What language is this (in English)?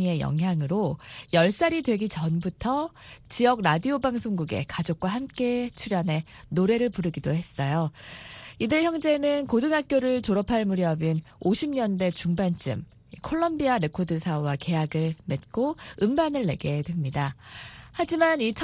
Korean